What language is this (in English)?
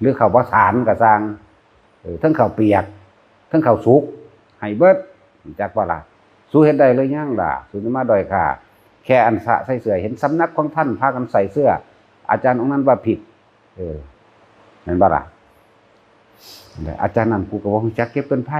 Northeastern Thai